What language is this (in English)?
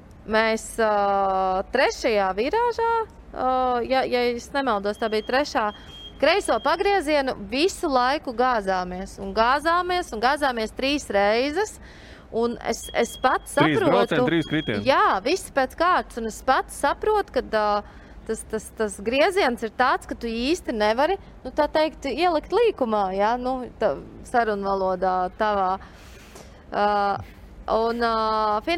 Latvian